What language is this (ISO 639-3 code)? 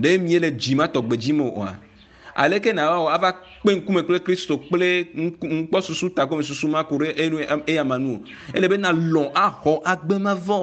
ewe